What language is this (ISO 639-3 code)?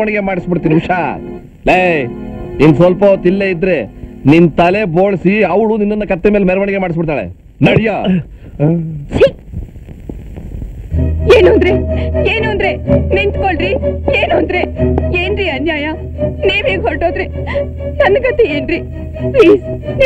kan